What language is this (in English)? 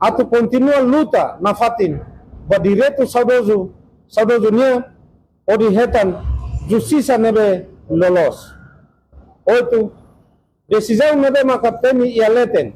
Tetum